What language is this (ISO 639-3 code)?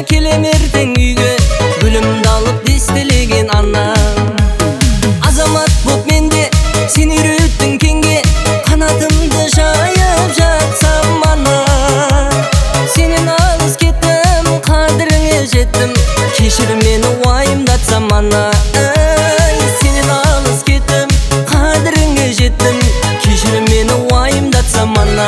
kaz